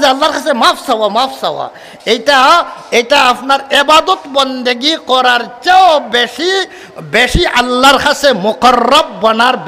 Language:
Sylheti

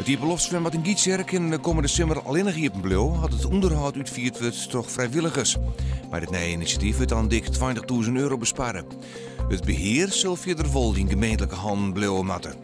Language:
Western Frisian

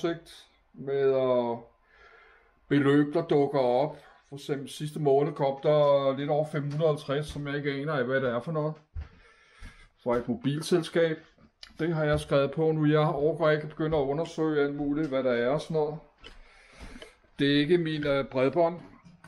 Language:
Danish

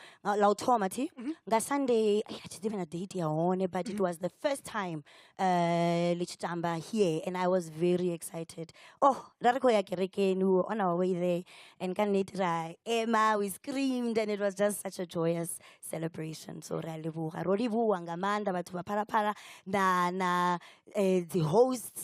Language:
Venda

